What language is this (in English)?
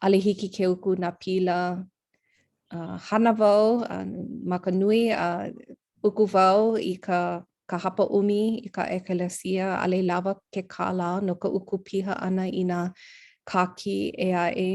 Hawaiian